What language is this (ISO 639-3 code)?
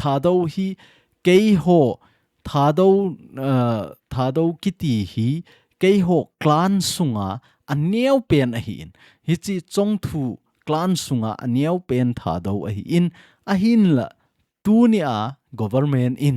tcz